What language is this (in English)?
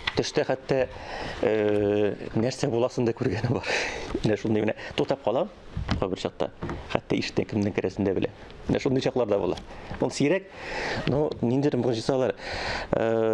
Tatar